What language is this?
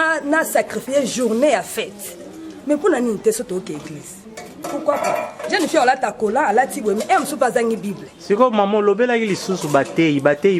Lingala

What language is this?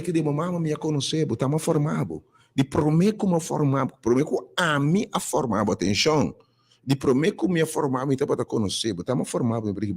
Papiamento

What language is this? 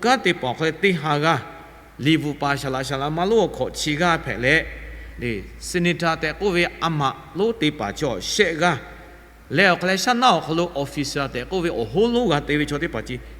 Lahu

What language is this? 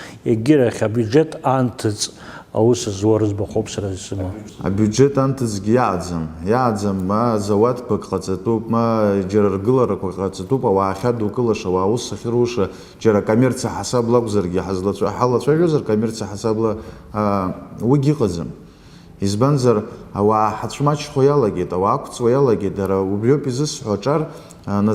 Abkhazian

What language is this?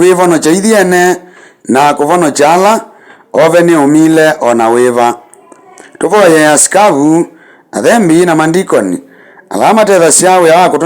Kamba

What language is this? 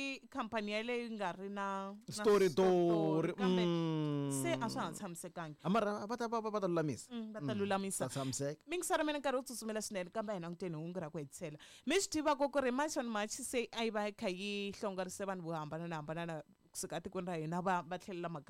Tsonga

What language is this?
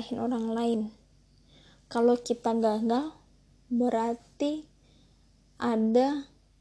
Indonesian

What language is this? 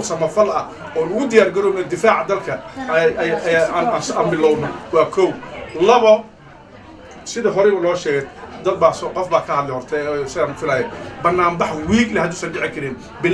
Somali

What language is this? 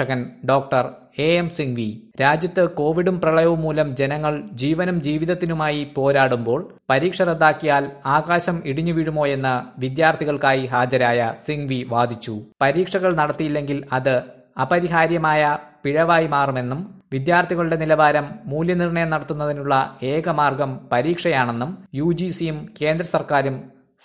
Malayalam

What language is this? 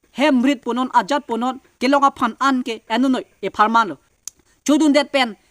Karbi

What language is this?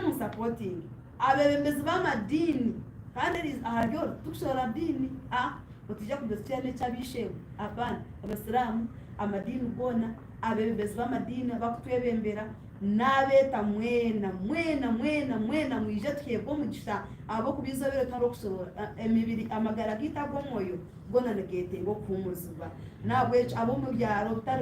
Nyankole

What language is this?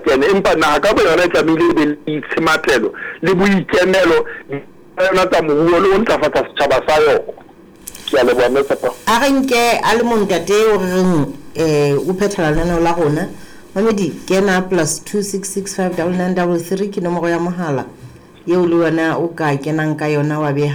Southern Sotho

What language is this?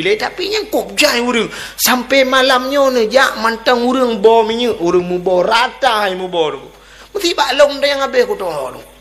Achinese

